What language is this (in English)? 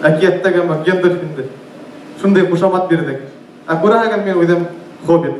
Bashkir